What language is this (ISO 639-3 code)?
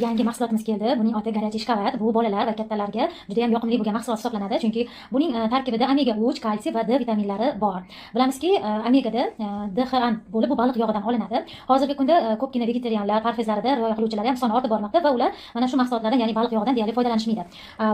uzb